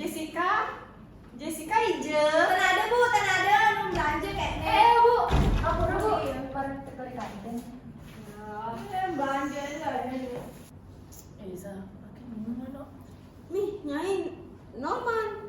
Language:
Balinese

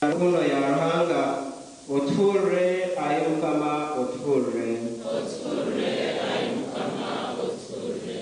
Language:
Nyankole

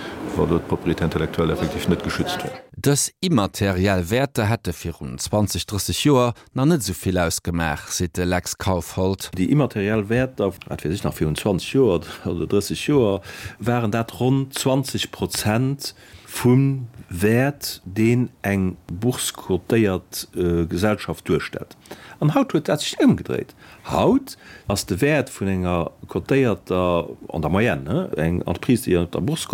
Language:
Luxembourgish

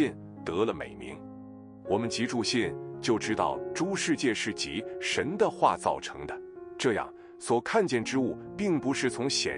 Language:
Chinese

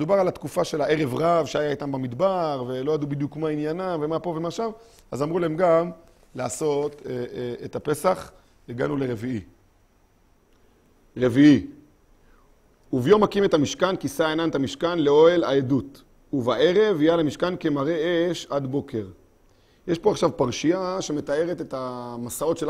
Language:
Hebrew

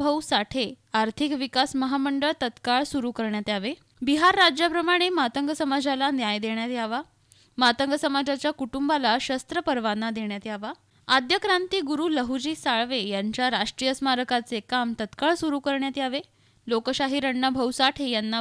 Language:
Marathi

